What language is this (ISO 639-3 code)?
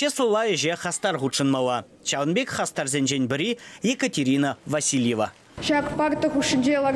chv